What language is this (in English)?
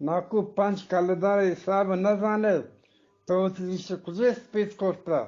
Eastern Balochi